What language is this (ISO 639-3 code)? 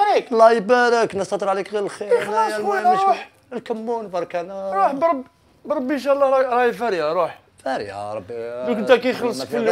arq